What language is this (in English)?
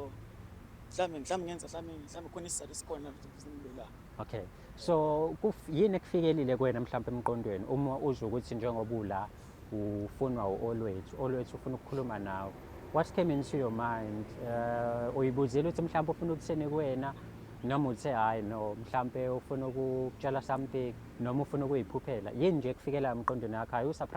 Zulu